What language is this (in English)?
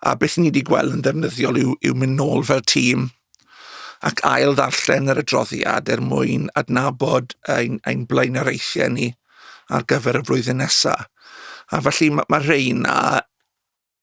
Welsh